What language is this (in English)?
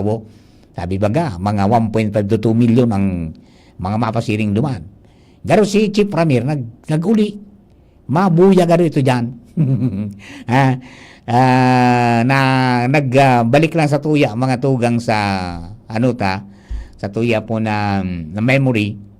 Bikol